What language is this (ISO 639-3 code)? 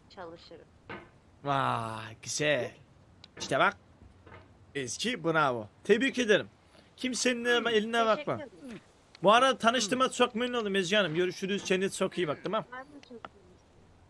tur